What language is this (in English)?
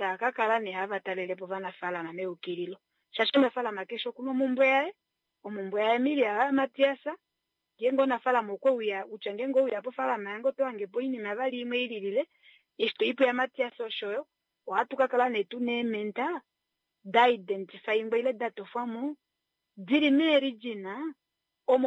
Kuanyama